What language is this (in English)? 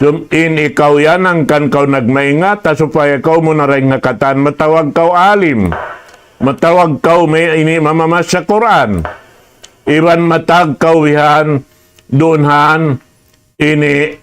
Tausug